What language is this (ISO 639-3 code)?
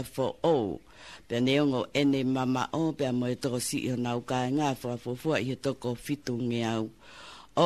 ton